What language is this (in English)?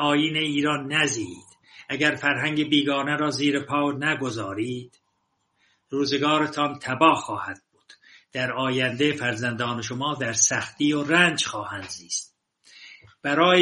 Persian